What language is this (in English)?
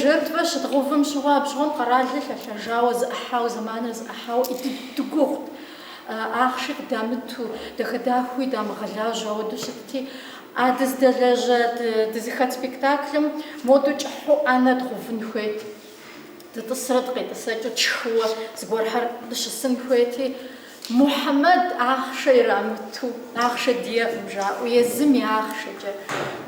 Kabardian